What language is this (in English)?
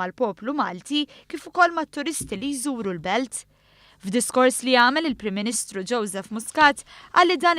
Maltese